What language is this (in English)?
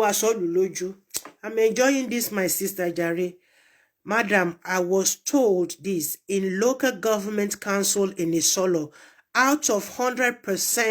Yoruba